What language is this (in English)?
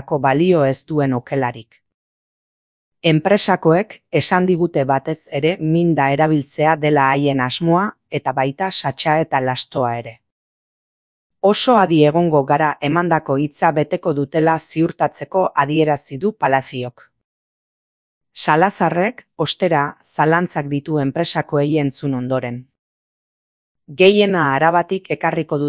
Basque